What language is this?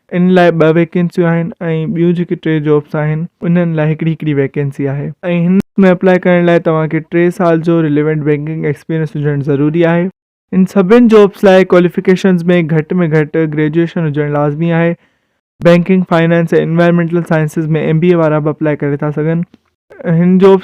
Sindhi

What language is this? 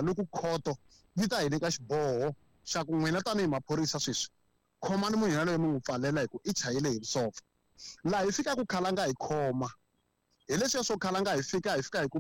Tsonga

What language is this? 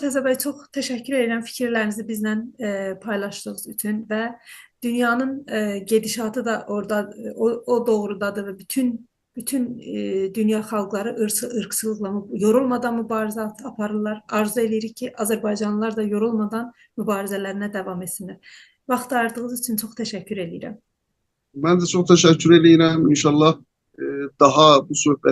South Azerbaijani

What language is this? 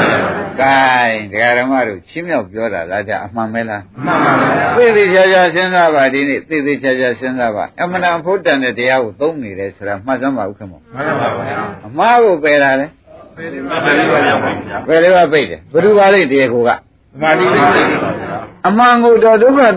Burmese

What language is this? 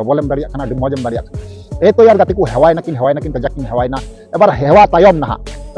Santali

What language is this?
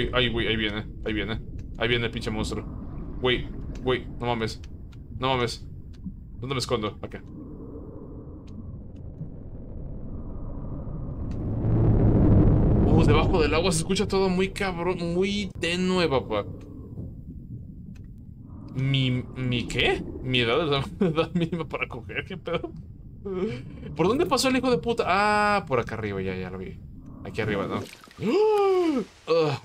Spanish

